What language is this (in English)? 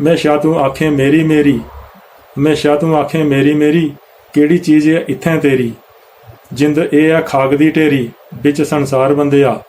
Dogri